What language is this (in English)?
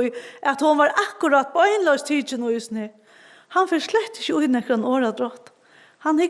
Faroese